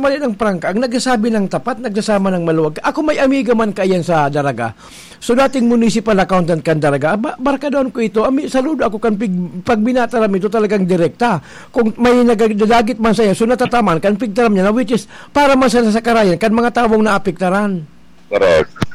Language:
Bikol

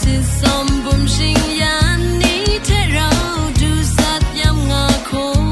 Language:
Kachin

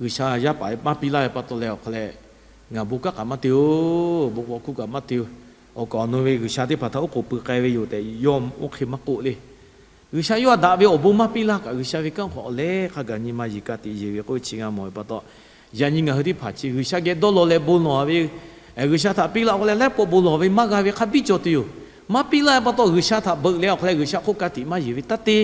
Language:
Lahu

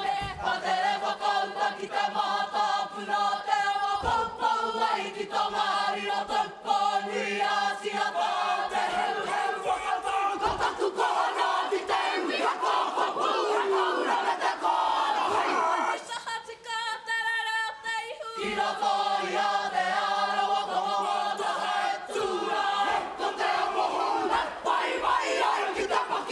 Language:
Māori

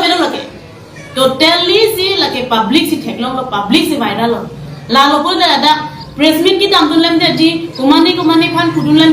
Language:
Karbi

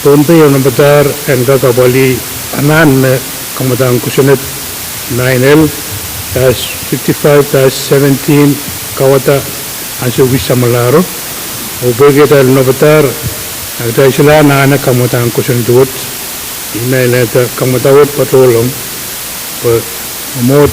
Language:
Pohnpeian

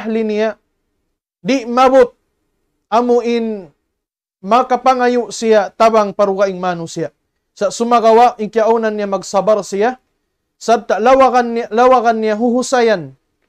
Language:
Tausug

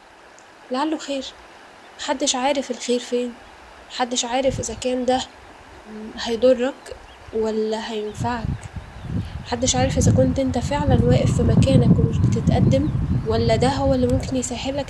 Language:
Egyptian Arabic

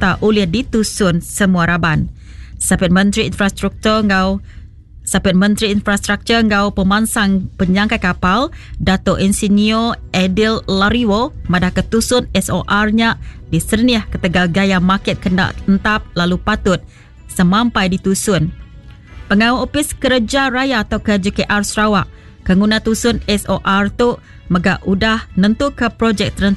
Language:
Iban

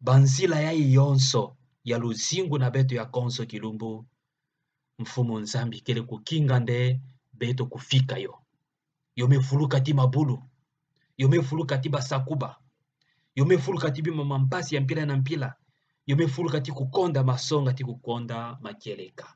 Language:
Kituba (Democratic Republic of Congo)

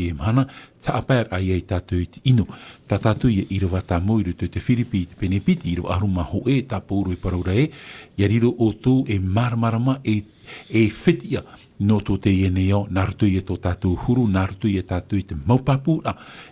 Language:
Tahitian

